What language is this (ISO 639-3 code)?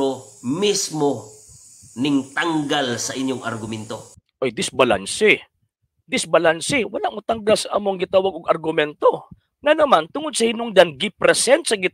ceb